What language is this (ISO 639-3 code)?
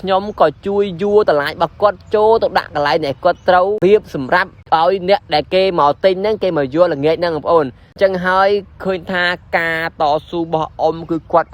khm